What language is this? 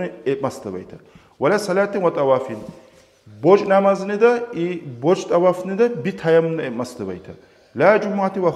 Kumyk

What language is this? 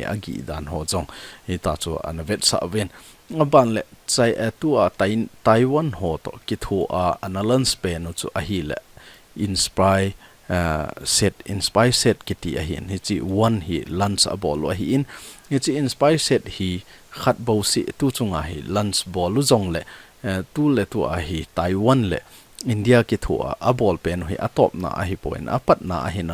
Thado Chin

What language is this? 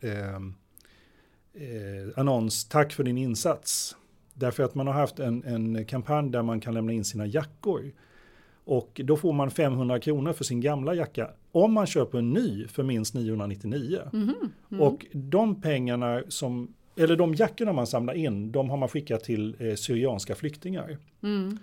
Swedish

